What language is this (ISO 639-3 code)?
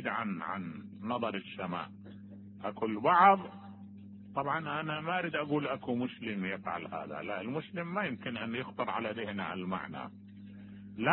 acm